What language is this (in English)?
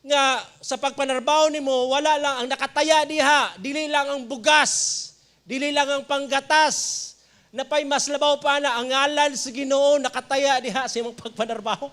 Cebuano